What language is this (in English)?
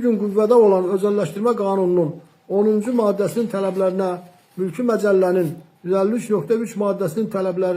Azerbaijani